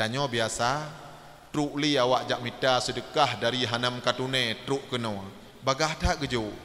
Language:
Achinese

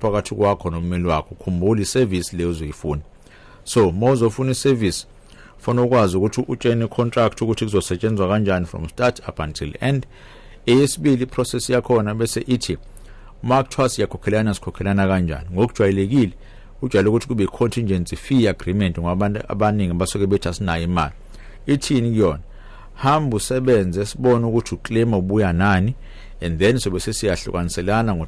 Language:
Zulu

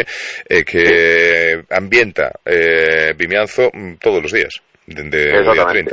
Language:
Galician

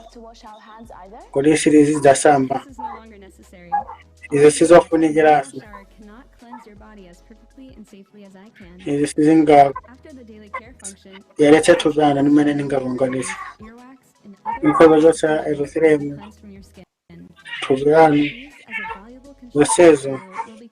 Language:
Nyanja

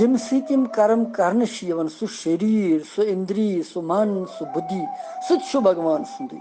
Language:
Kashmiri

